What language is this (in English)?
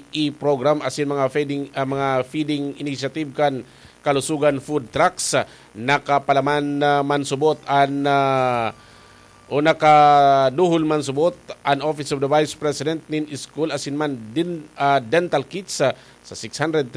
Bikol